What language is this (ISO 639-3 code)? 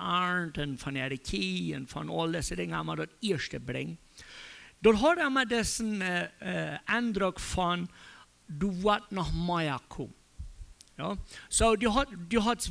pdt